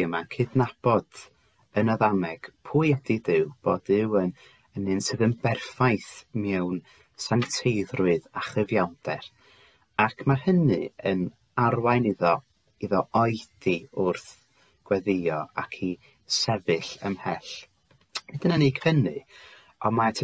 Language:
Welsh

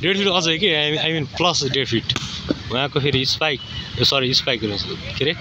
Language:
Nepali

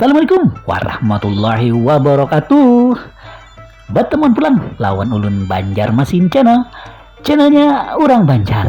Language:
Banjar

